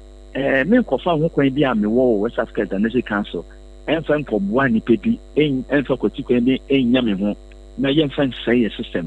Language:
Akan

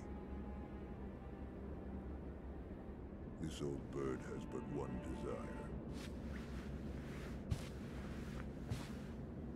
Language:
Polish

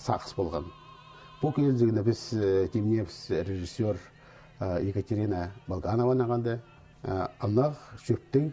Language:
Khakas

